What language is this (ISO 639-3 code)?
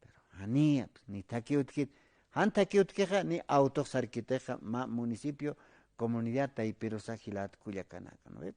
aym